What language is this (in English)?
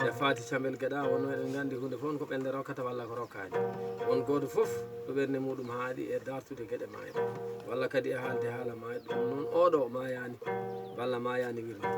Fula